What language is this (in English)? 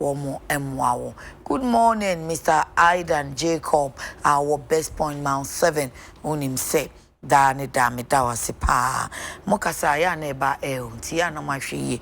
Akan